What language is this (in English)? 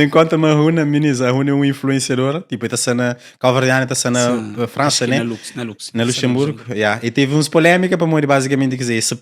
Kabuverdianu